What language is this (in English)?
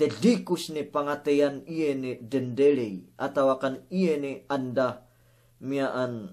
Yakan